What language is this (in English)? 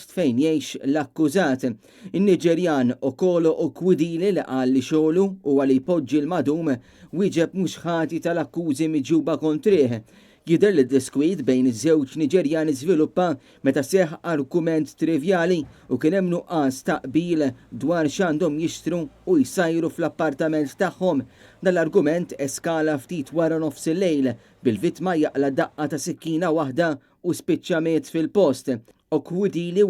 Maltese